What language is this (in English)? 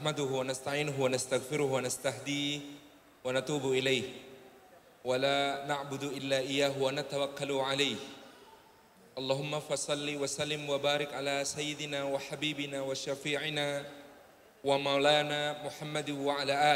Indonesian